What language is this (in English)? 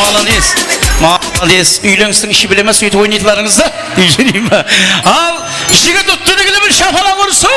Kara-Kalpak